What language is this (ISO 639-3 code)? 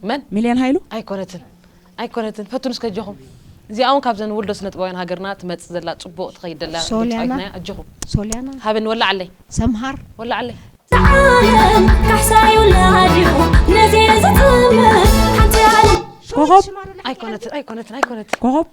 tir